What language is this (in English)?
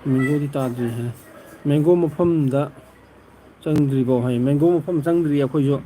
Manipuri